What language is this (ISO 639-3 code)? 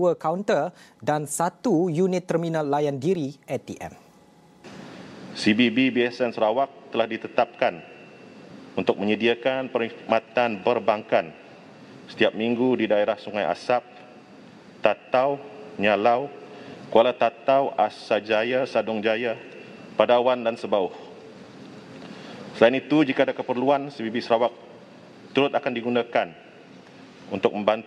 msa